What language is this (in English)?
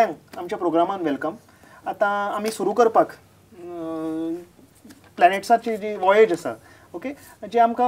Konkani